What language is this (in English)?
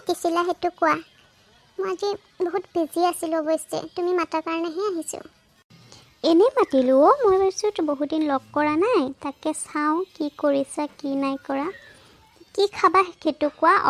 Assamese